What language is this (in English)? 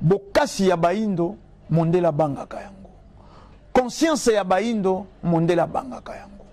Lingala